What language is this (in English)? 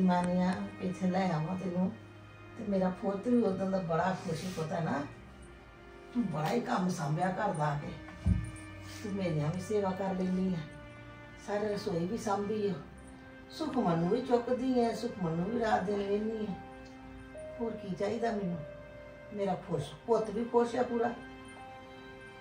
Punjabi